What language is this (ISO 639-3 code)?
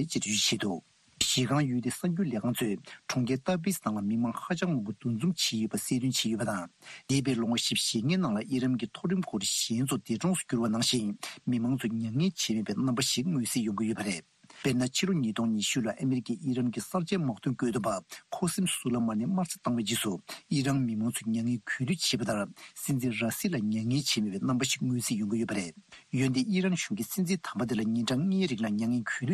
bod